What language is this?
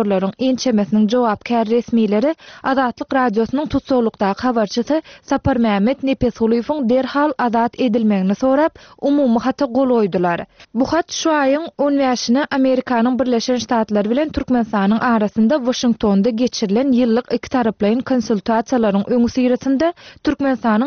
Turkmen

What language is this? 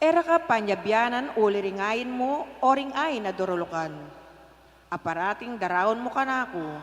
Pampanga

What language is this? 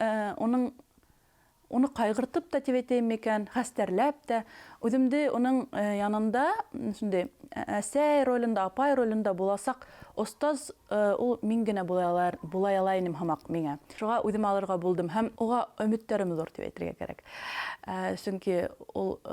Bashkir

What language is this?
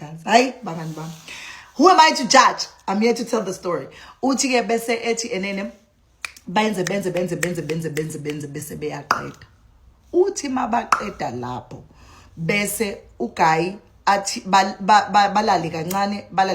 Zulu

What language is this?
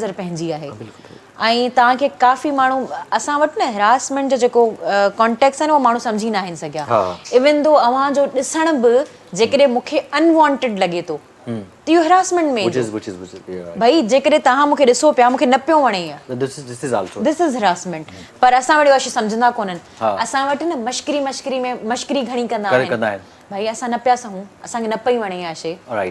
Sindhi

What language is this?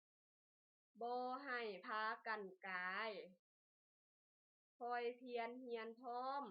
Lao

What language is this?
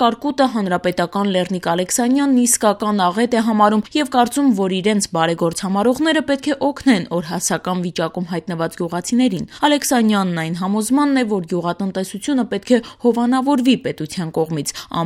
Armenian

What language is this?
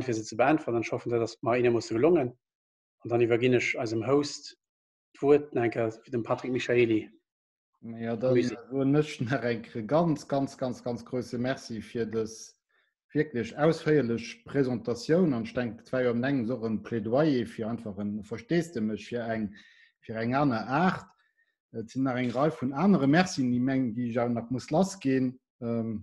Luxembourgish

